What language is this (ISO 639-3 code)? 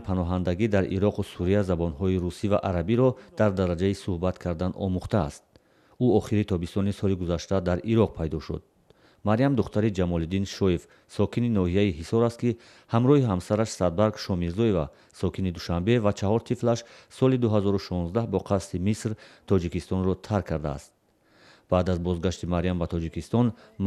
tgk